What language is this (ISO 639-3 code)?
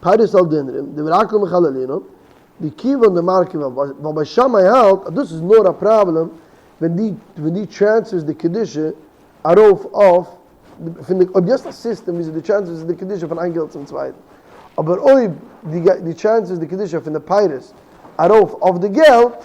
yid